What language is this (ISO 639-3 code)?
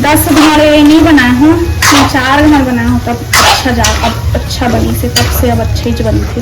hne